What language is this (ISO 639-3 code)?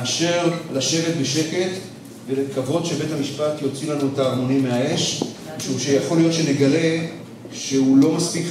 heb